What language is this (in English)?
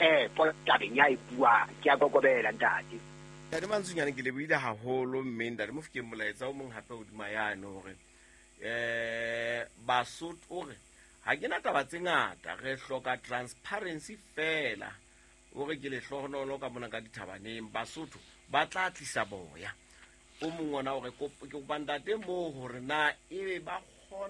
Southern Sotho